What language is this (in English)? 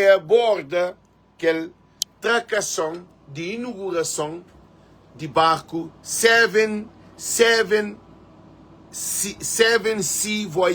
Kabuverdianu